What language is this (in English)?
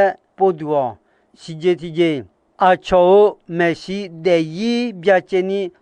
Akha